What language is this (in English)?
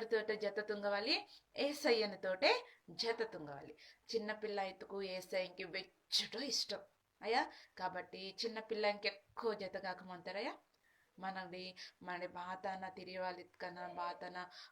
Koya